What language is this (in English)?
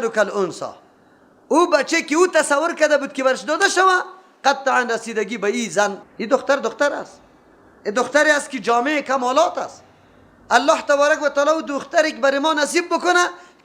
Persian